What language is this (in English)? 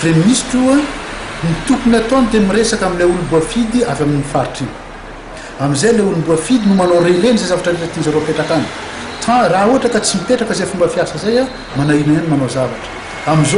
Malagasy